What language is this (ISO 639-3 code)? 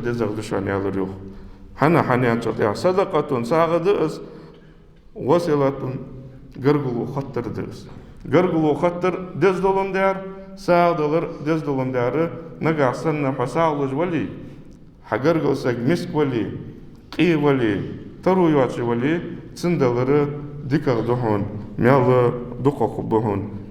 inh